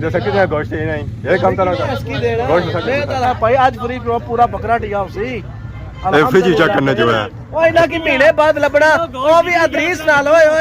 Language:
Pahari-Potwari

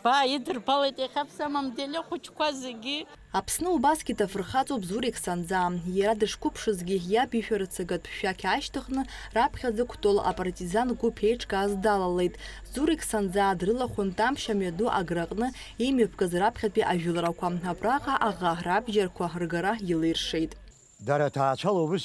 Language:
Abkhazian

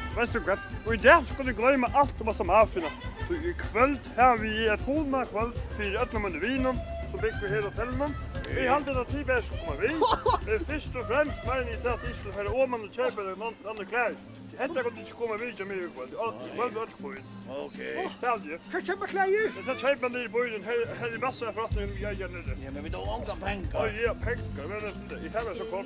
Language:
Faroese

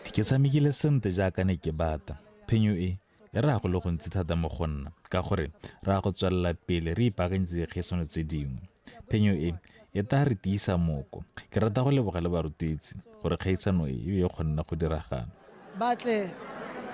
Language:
Tswana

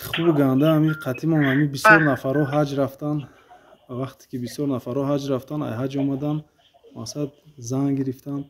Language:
Tajik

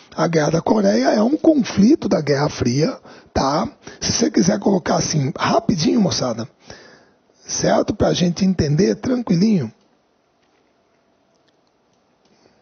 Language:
Portuguese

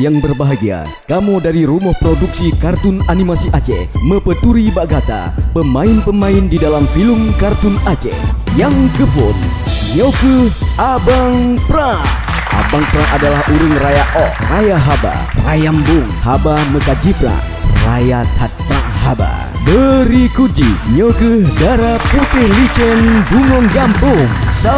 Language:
Achinese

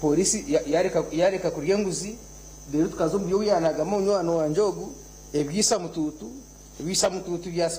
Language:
Nyankole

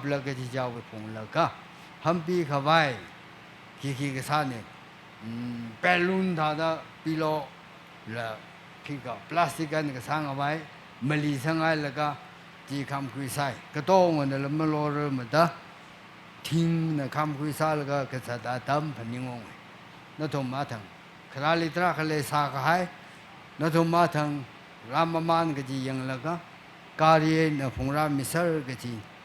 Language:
Tangkhul Naga (India)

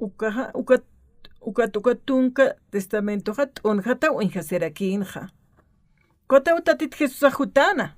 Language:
Aymara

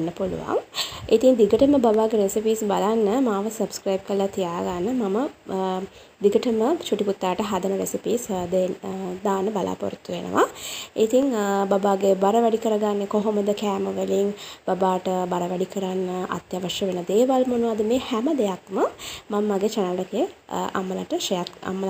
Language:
Sinhala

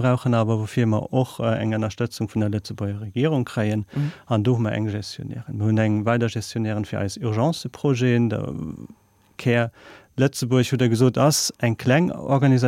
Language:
Luxembourgish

